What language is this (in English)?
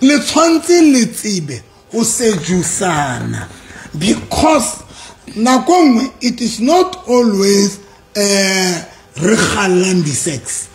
Southern Sotho